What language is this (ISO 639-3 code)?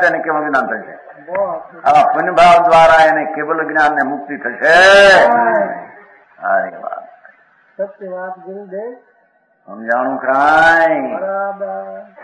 guj